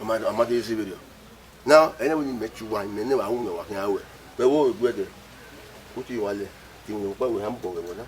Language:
Bini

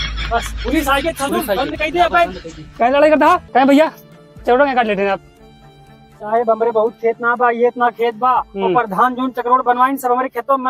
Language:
Awadhi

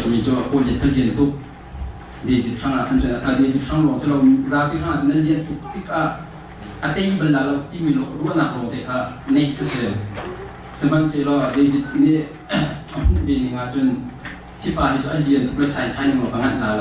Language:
Hakha Chin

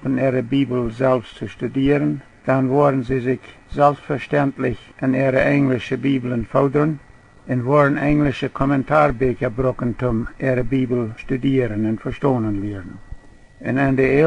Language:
Plautdietsch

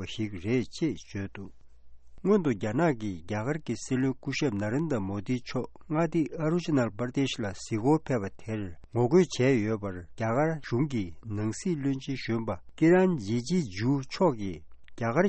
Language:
Tibetan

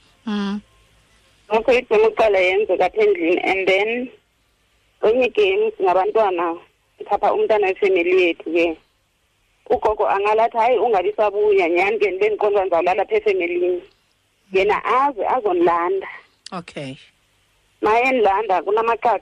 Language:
Xhosa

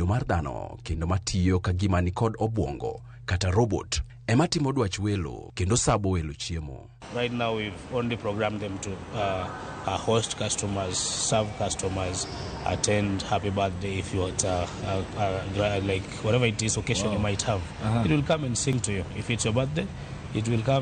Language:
Luo (Kenya and Tanzania)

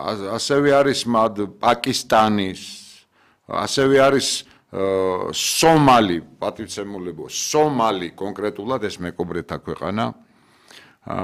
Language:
Georgian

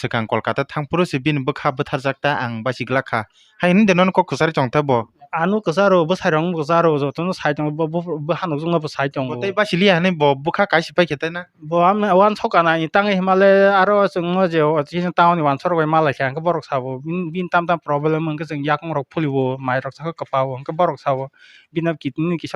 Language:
Kok Borok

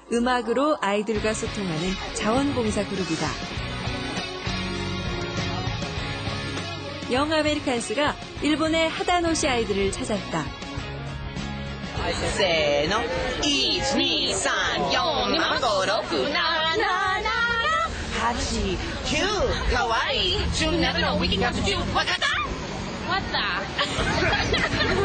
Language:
Korean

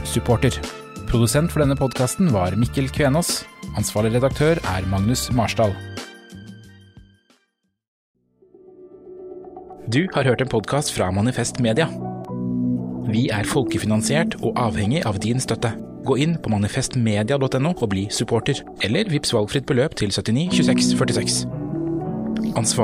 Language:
Norwegian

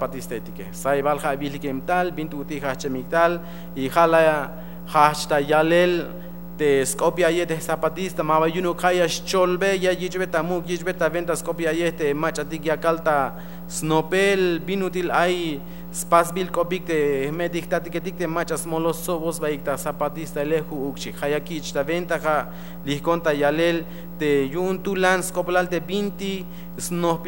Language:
Tzeltal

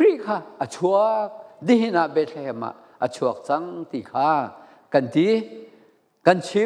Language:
Falam Chin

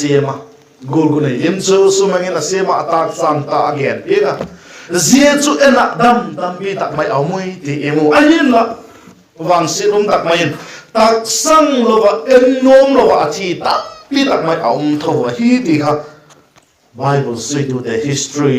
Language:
Vaiphei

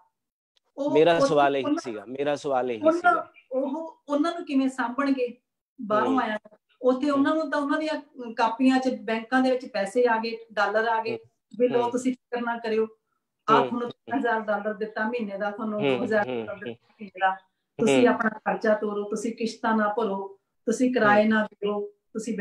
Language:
Punjabi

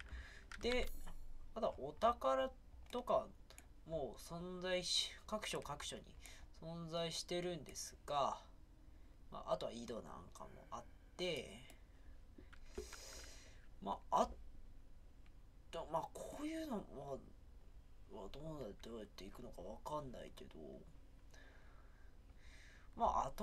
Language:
Japanese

